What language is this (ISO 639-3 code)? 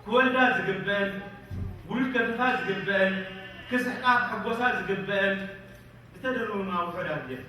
tir